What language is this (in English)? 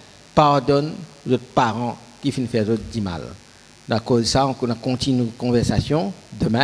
Morisyen